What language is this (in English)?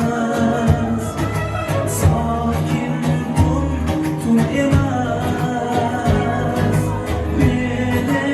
Turkmen